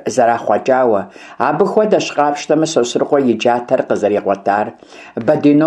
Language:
Kabardian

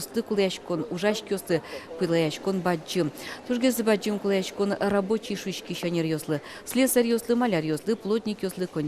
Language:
Udmurt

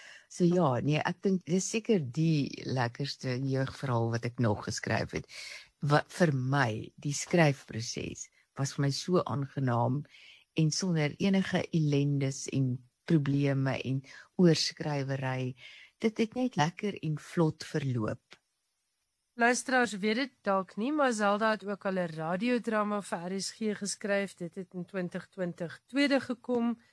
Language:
Afrikaans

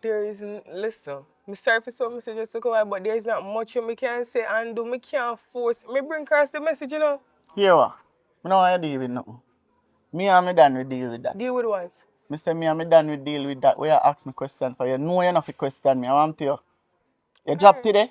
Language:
Jamaican Creole English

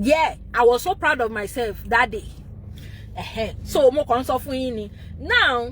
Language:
Yoruba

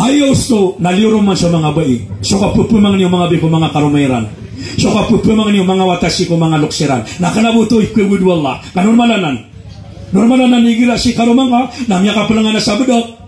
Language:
Maranao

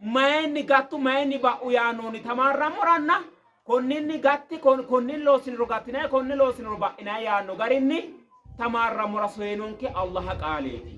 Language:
Sidamo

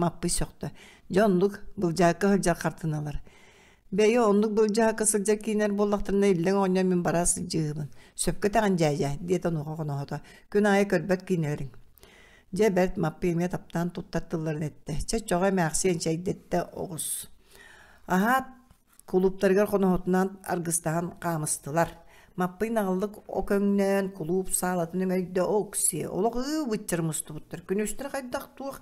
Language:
Yakut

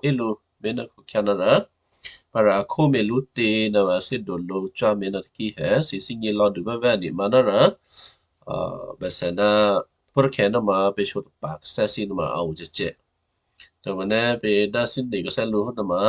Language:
Western Kayah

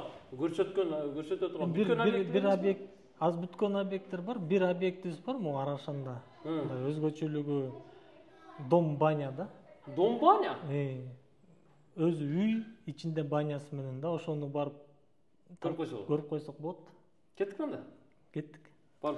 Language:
Kyrgyz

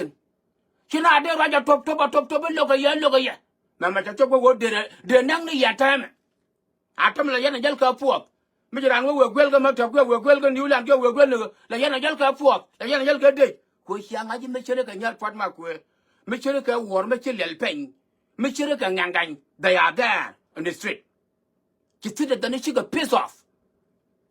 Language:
Nuer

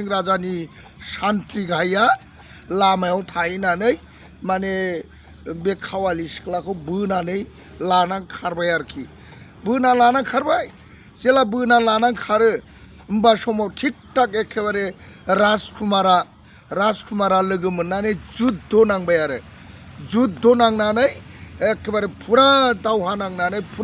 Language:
Bodo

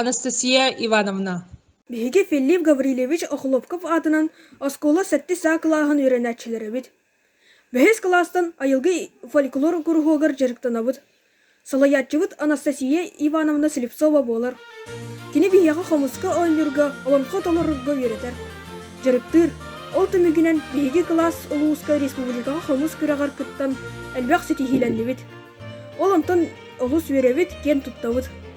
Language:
Yakut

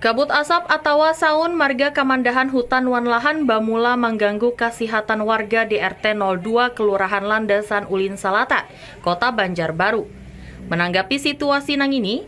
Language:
Banjar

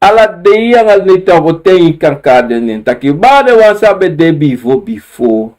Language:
Sranan Tongo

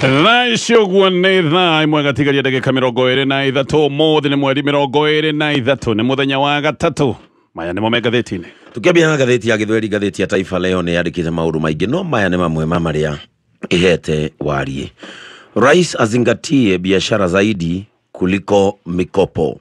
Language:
Kikuyu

